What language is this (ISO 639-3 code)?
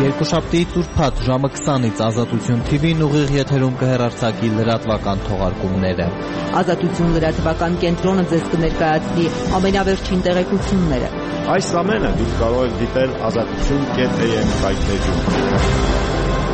hye